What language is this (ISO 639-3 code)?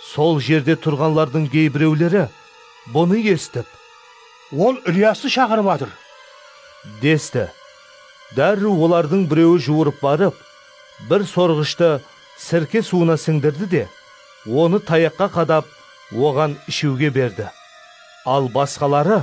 kaa